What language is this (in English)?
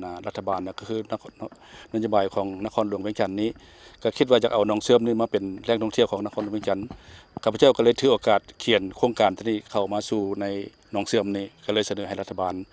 Lao